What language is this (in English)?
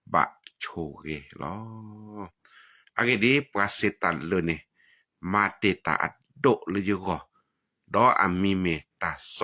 S'gaw Karen